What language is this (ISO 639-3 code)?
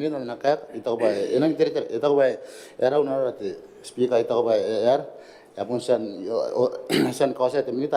gil